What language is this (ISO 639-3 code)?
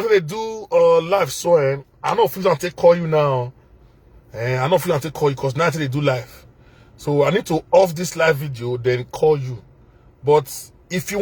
pcm